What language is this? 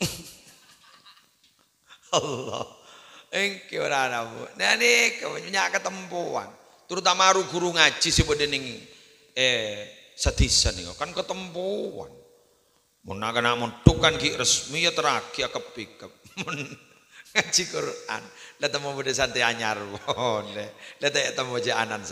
Madurese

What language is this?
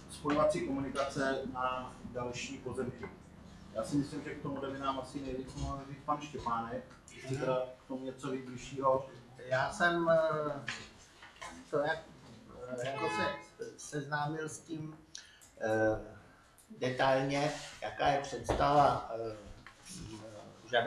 Czech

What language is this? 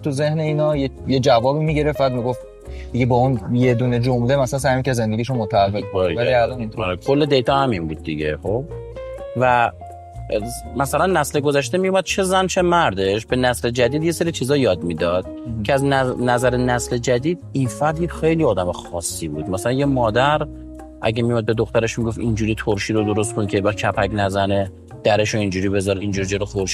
Persian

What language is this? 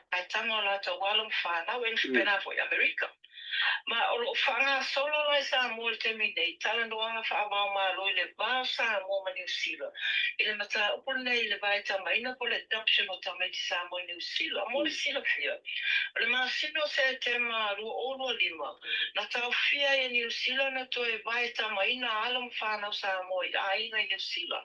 Samoan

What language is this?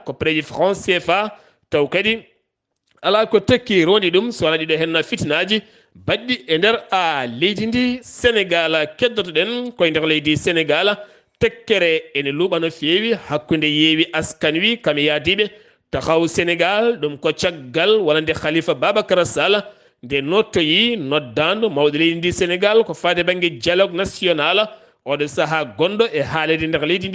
Fula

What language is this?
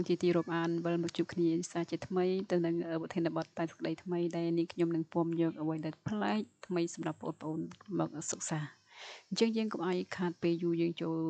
Khmer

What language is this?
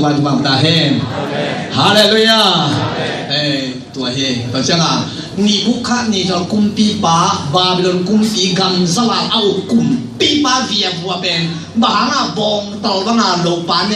Tedim Chin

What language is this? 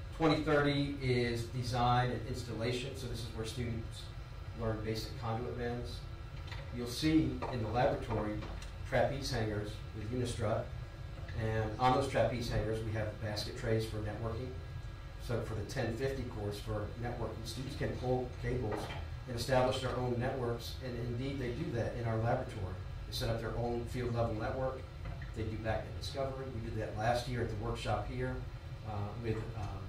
English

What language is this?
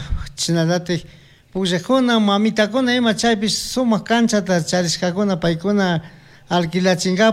Chimborazo Highland Quichua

